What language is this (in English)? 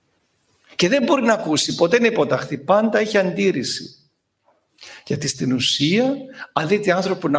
Greek